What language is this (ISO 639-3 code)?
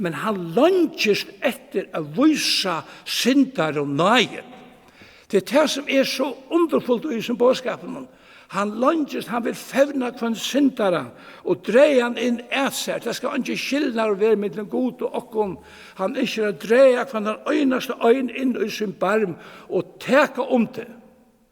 fao